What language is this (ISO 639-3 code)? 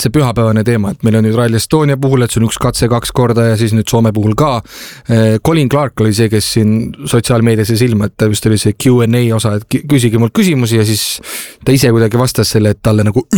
est